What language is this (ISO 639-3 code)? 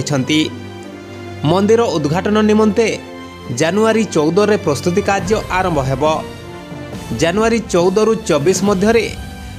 ori